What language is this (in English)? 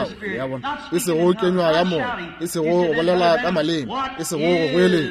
Northern Sotho